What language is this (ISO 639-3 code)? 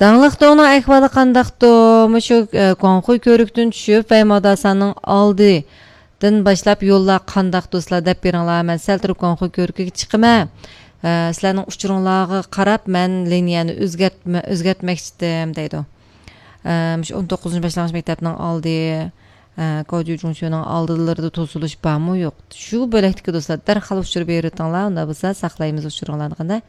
uig